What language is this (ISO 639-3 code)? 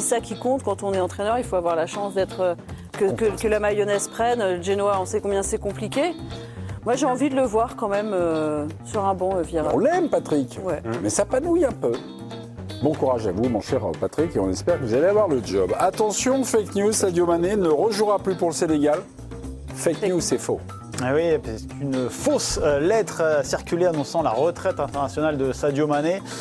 fra